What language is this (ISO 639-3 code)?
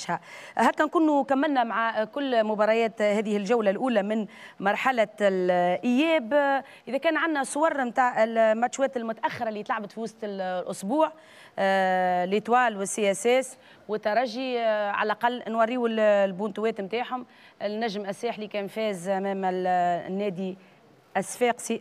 aeb